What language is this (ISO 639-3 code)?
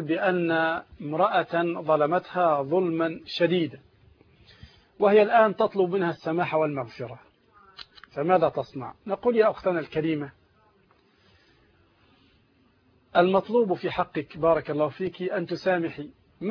ara